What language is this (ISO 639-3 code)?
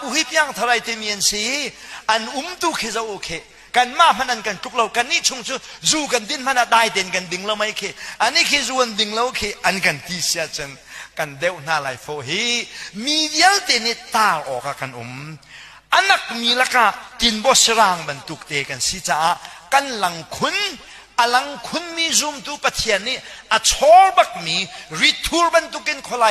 cnh